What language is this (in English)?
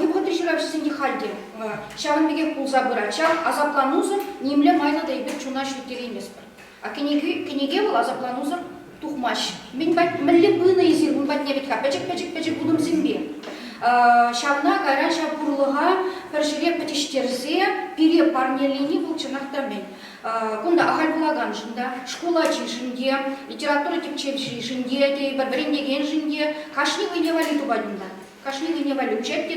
Chuvash